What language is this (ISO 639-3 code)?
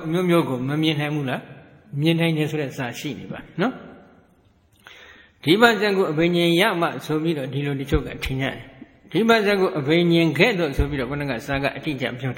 mya